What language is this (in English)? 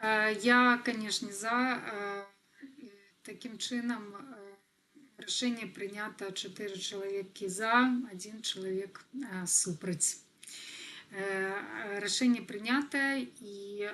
Belarusian